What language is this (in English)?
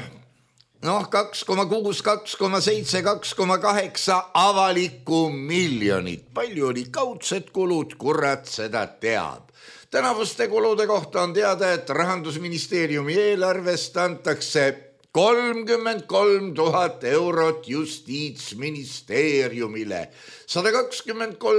Estonian